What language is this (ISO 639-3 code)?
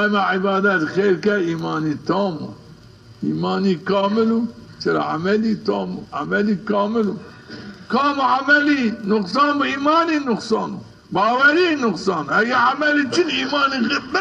zza